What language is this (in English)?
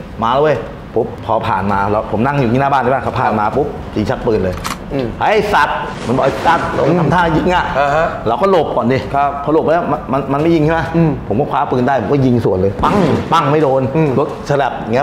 Thai